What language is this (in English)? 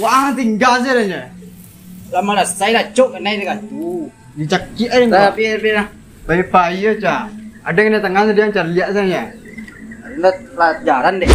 Minangkabau